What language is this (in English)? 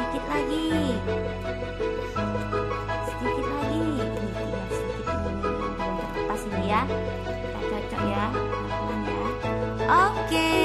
Indonesian